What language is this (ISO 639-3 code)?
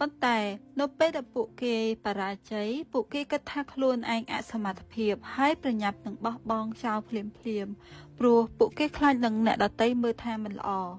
khm